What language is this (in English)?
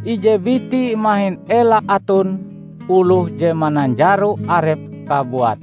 Ngaju